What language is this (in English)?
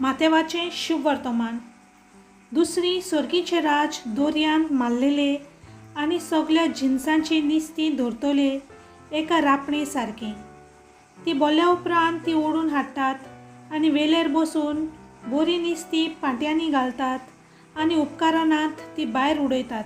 Konkani